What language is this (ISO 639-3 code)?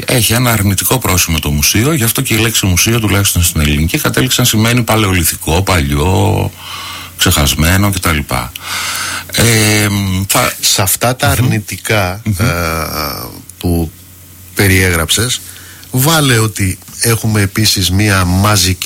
ell